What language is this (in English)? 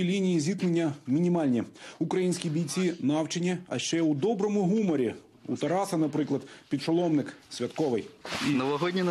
Ukrainian